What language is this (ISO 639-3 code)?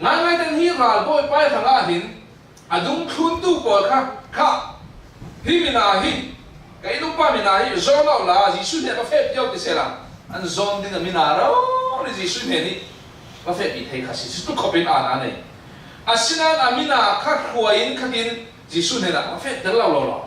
cfm